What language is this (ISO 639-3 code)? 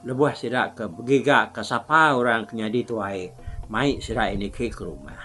iba